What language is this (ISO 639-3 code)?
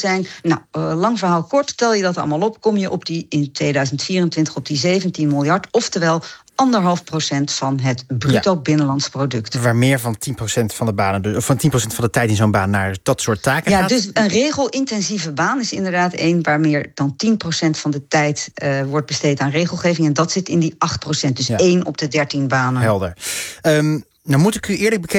nld